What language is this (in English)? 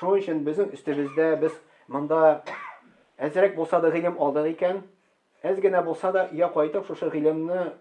Tatar